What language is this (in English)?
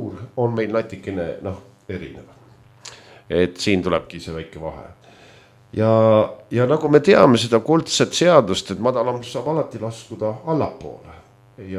Estonian